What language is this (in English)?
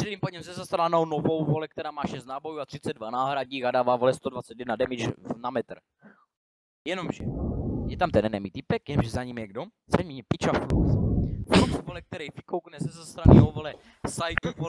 Czech